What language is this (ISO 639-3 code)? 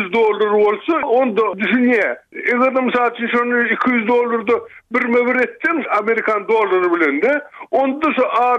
tuk